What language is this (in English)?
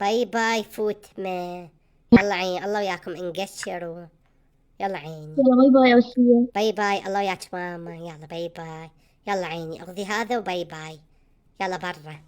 Mesopotamian Arabic